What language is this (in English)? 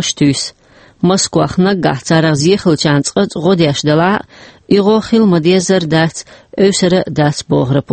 Chechen